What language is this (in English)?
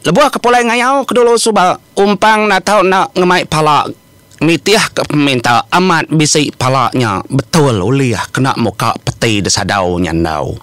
Iban